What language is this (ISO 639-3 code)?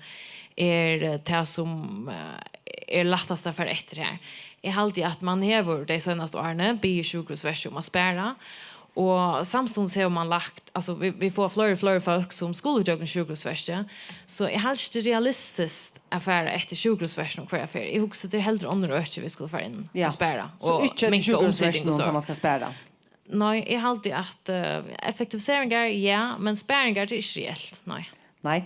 fao